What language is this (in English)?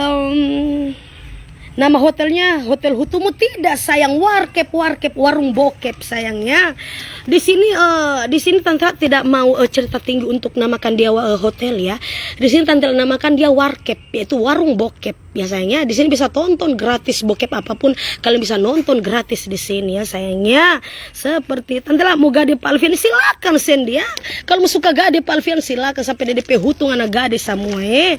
Manado Malay